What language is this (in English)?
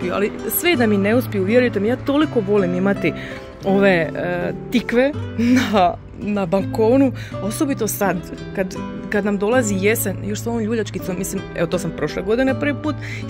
Croatian